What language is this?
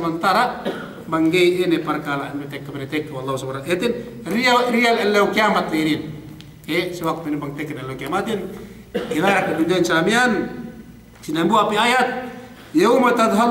Yakan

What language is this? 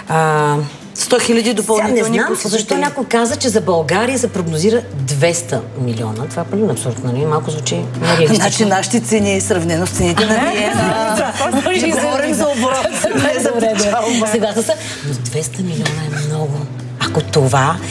Bulgarian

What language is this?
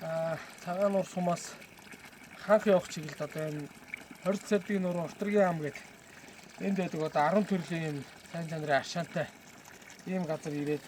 Mongolian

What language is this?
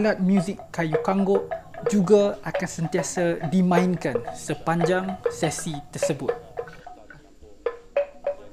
Malay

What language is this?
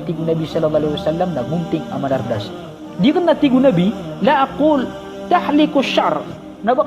Maranao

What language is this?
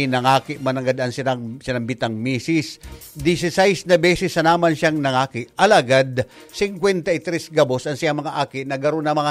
Bikol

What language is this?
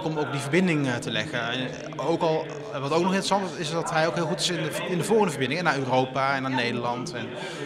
Dutch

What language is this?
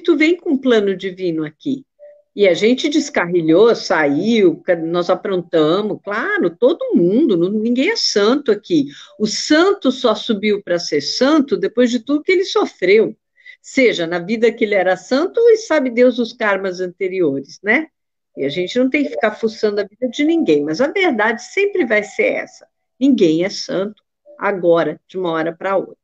Portuguese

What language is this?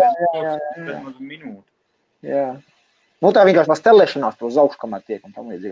Latvian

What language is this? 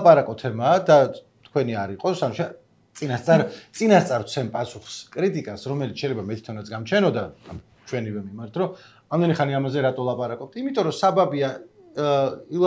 Georgian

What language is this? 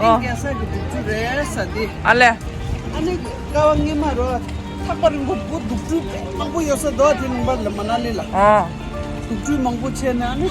Tibetan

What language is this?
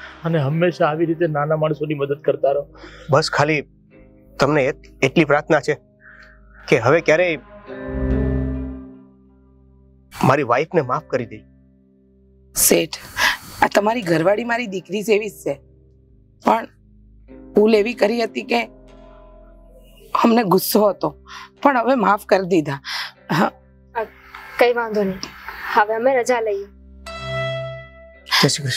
Gujarati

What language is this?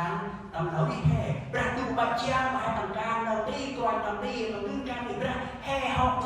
Central Mnong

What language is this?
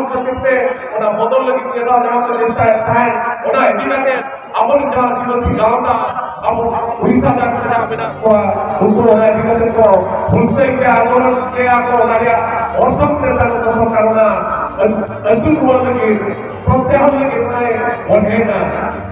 Santali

